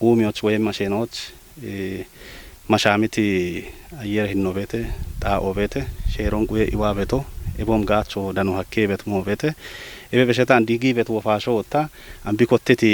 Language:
Kafa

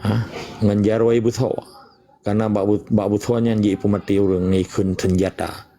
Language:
Achinese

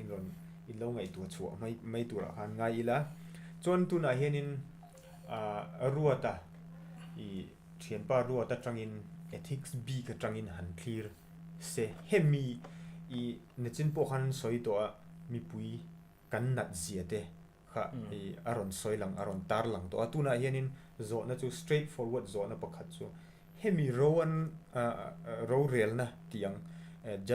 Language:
Mizo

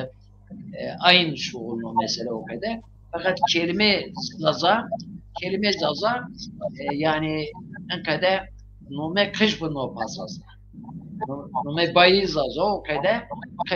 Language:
Zaza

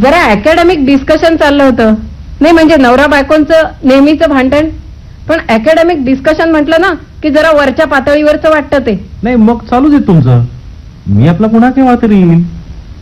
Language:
Marathi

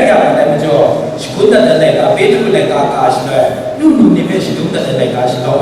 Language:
Kachin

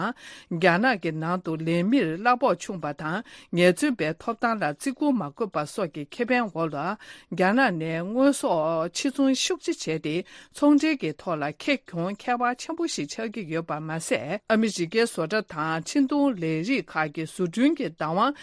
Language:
Tibetan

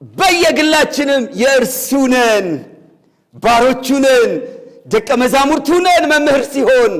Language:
Amharic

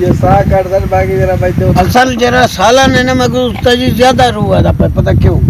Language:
Saraiki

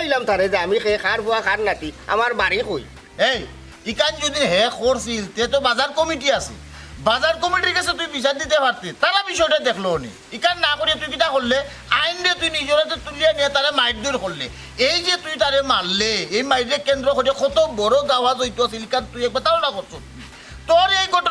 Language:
Sylheti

